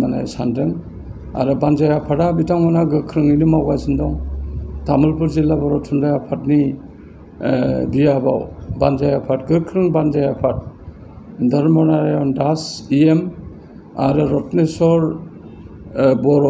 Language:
Bodo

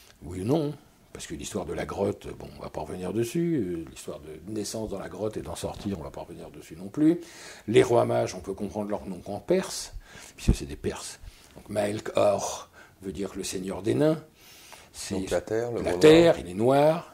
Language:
French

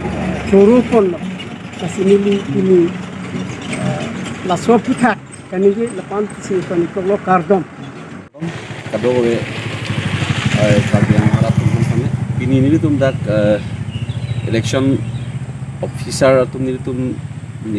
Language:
Karbi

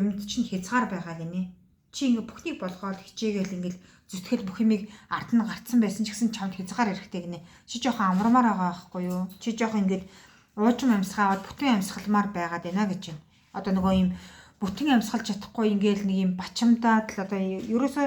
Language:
Mongolian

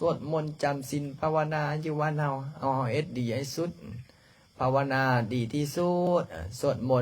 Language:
Lao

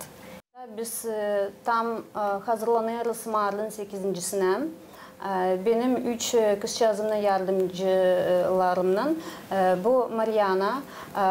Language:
Gagauz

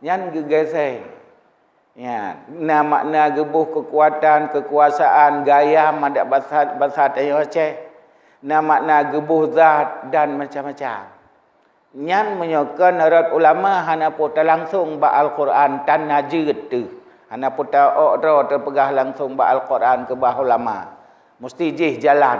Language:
Achinese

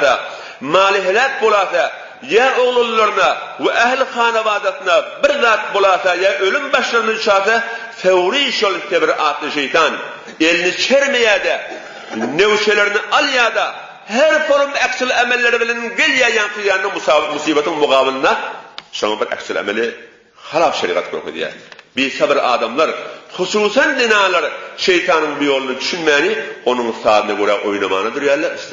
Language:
Turkmen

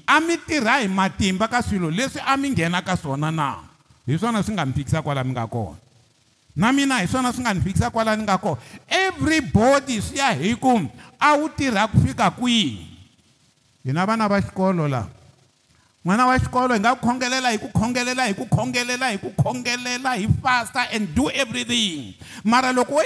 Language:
Tsonga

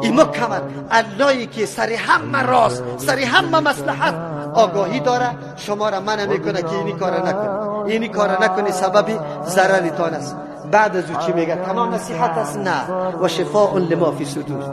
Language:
Persian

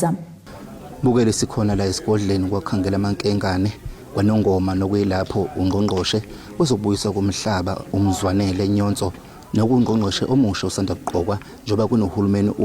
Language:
Zulu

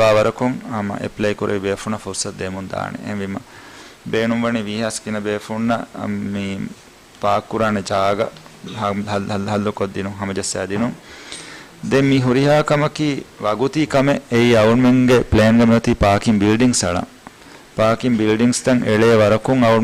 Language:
Divehi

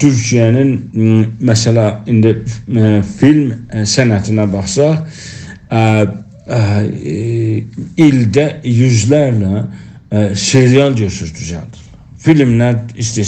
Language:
South Azerbaijani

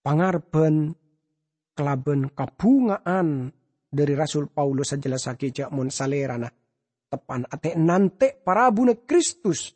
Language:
Madurese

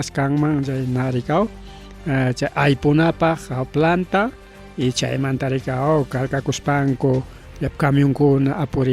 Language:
Ayacucho Quechua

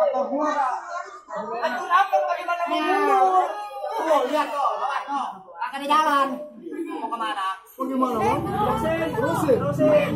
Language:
Betawi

